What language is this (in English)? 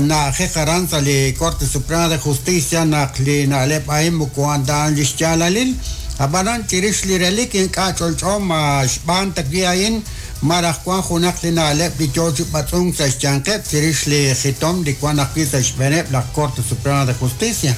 Kekchí